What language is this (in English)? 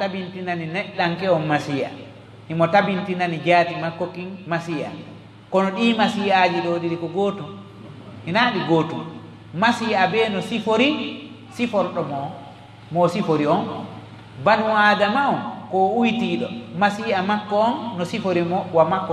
Fula